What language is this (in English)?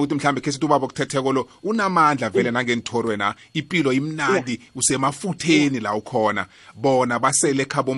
South Ndebele